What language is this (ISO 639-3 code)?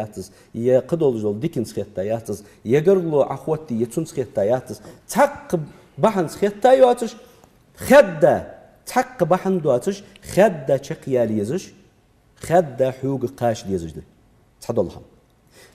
inh